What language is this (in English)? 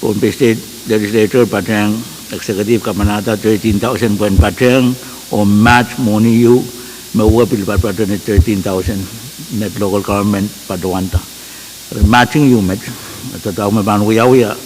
Pohnpeian